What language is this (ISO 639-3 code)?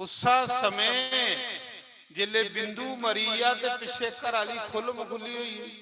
doi